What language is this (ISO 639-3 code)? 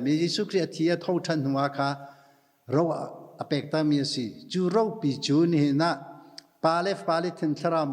cnh